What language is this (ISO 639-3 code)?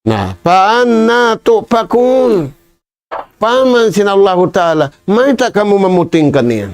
tsg